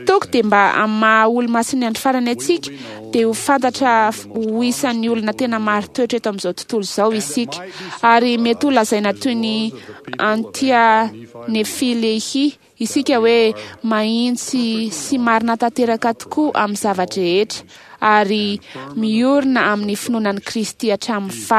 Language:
Malagasy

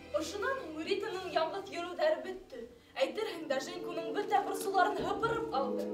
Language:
Bashkir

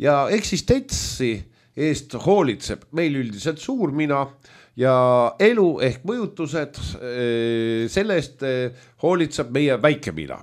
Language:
Estonian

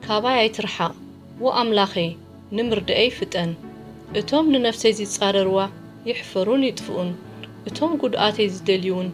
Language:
Tigrinya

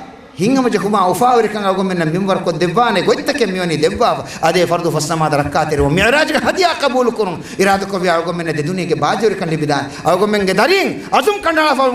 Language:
Divehi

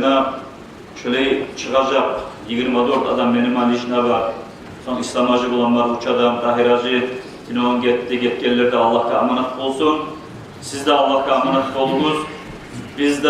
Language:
Kumyk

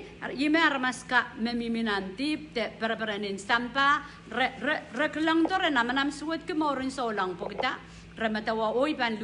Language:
Pohnpeian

